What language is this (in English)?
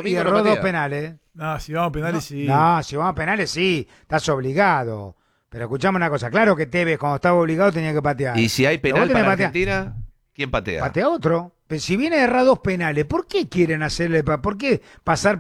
Spanish